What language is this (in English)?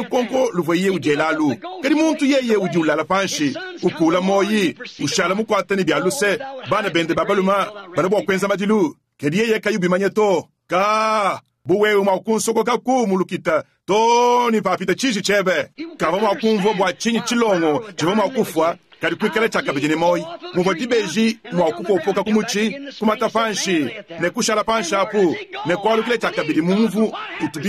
Luba-Lulua